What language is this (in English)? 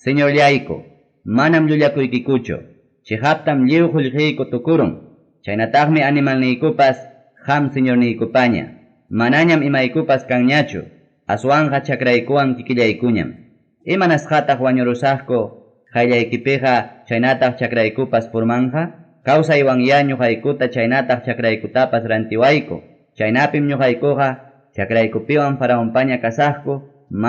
Ayacucho Quechua